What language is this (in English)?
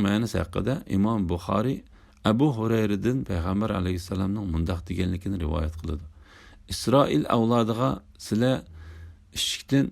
Uyghur